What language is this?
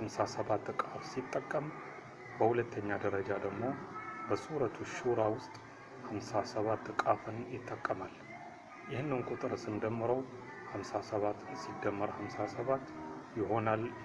Amharic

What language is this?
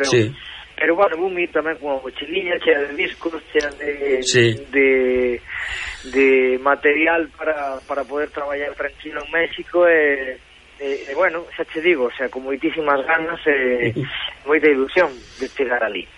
Galician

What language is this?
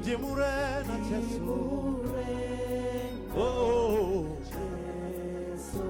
Venda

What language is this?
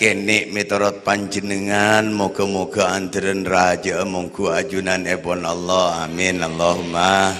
Madurese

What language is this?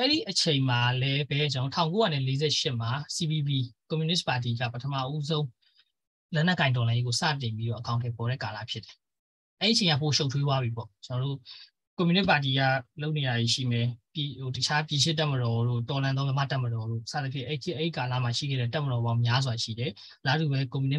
Burmese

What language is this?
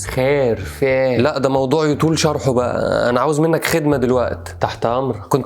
Egyptian Arabic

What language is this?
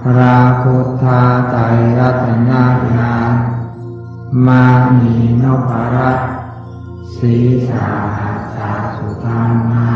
Pali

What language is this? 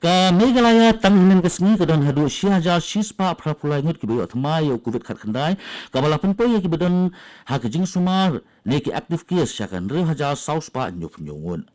Khasi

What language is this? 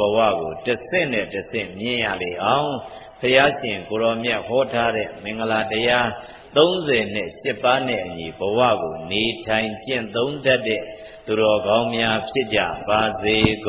Burmese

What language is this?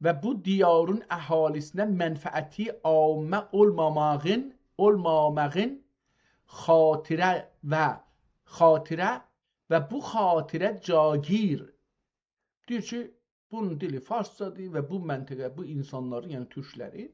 South Azerbaijani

